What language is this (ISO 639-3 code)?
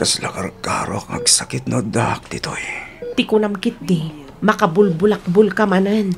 ilo